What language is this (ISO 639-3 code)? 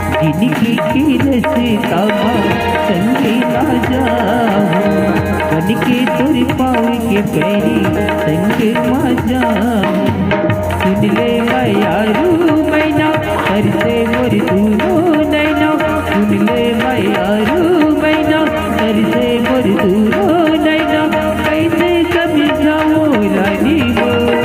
hne